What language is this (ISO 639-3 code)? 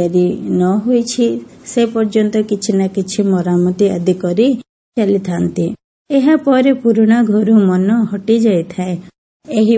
ori